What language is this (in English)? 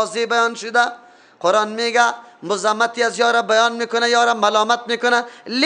Persian